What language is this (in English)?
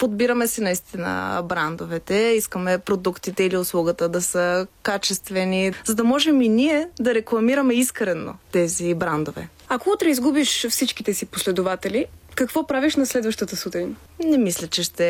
Bulgarian